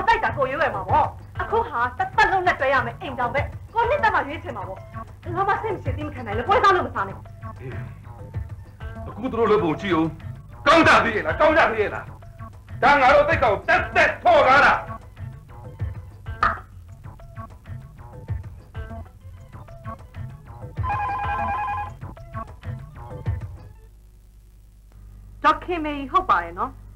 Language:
Burmese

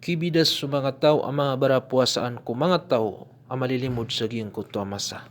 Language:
Maranao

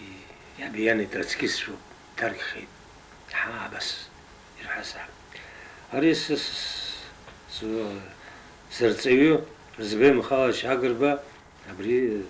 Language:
Abkhazian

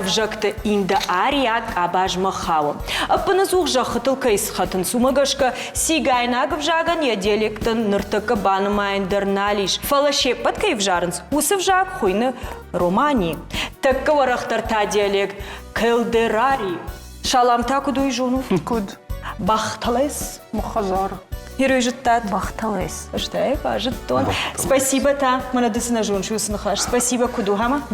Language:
Ossetic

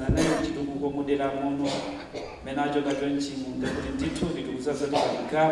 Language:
Nyanja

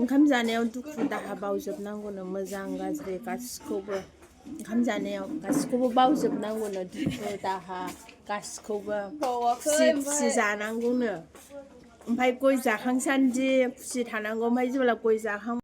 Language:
Bodo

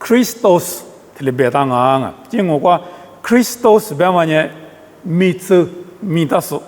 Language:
Lisu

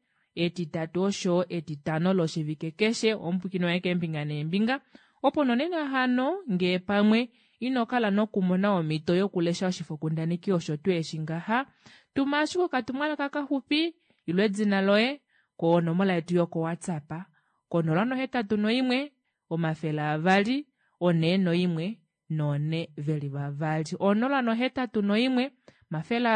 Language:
Kuanyama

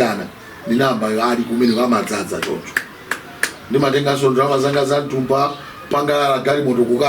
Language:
Nyanja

